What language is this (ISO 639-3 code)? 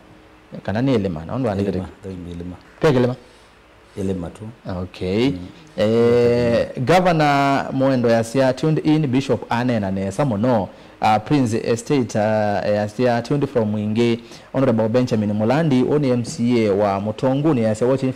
kam